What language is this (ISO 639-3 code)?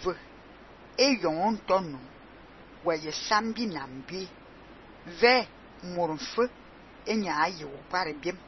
fan